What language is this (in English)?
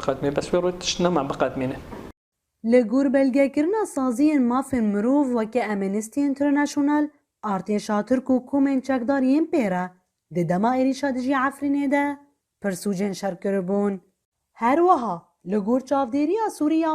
Kurdish